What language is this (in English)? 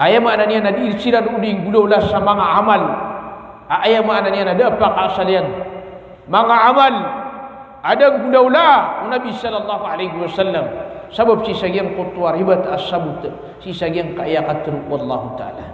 Maranao